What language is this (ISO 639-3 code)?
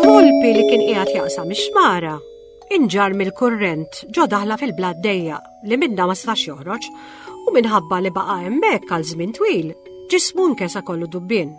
mlt